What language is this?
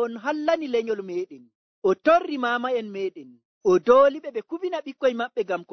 Nigerian Fulfulde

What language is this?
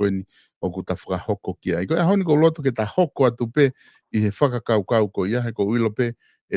Tongan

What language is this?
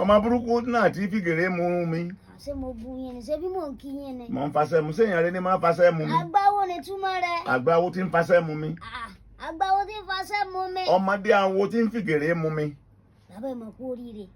Yoruba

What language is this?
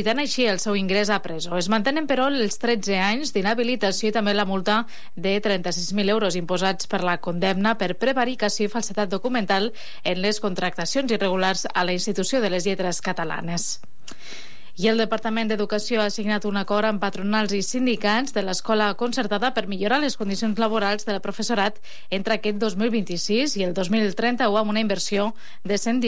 Catalan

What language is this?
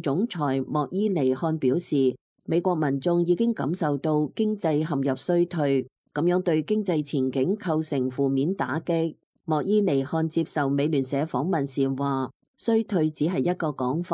Cantonese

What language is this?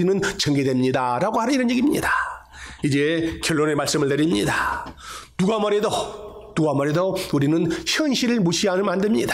Korean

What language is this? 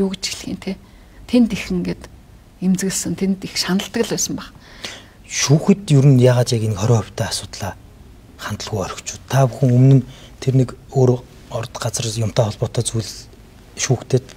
Mongolian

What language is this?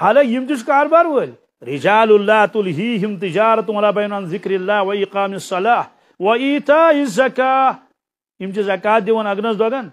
Kashmiri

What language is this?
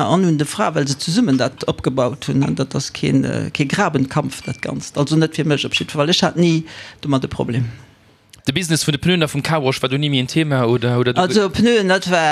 Luxembourgish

